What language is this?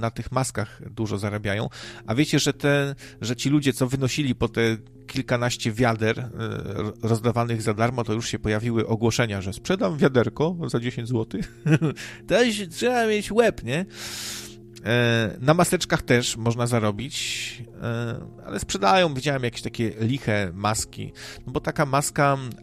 Polish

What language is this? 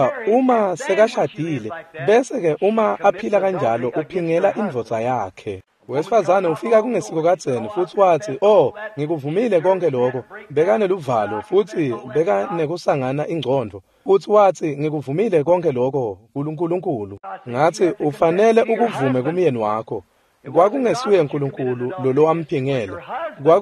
Swati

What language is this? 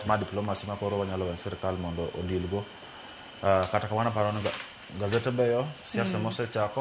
Luo (Kenya and Tanzania)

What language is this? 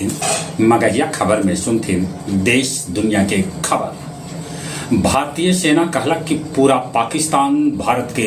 Magahi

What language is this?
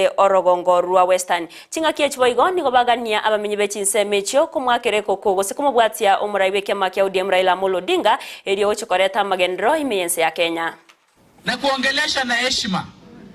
Gusii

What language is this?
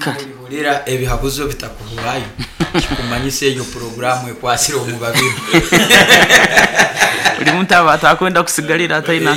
Nyoro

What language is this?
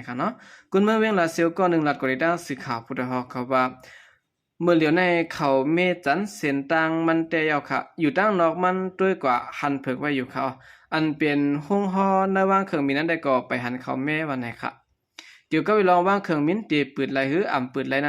Shan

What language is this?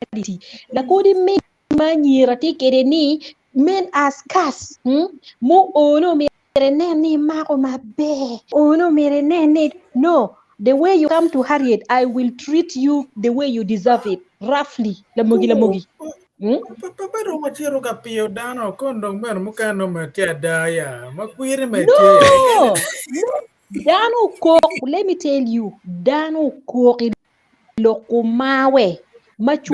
Acoli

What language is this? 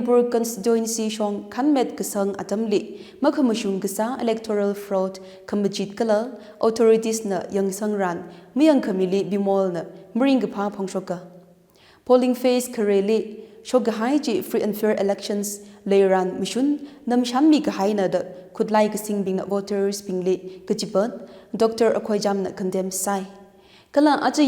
Tangkhul Naga (India)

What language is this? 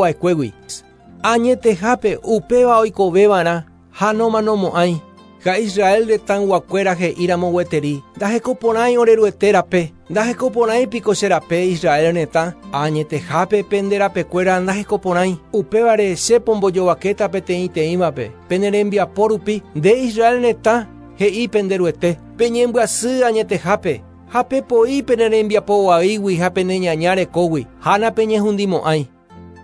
Guarani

